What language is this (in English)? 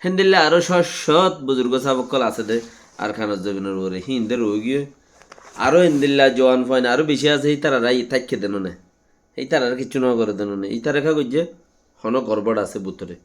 Rohingya